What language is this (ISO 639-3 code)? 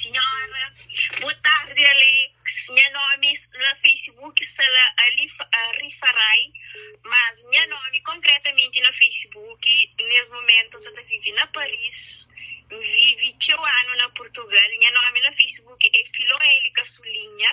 kea